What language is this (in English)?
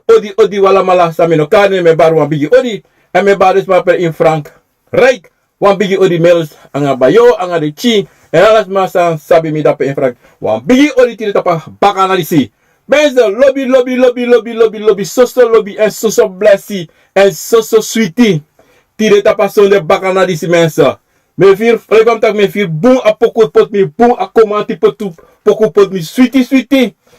Sranan Tongo